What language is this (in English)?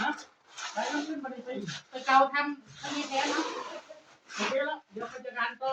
Northeastern Thai